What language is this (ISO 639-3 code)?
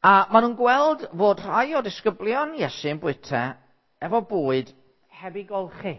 cym